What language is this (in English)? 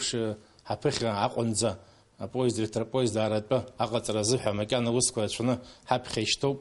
Abkhazian